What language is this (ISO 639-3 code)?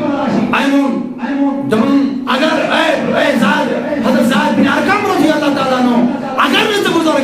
kas